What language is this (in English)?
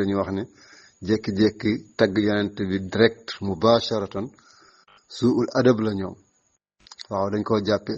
Wolof